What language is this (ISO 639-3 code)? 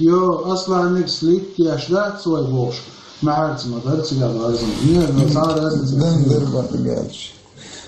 che